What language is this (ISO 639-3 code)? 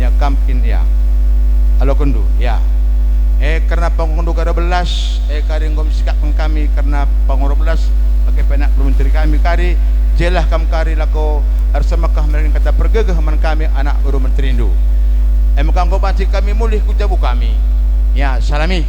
btx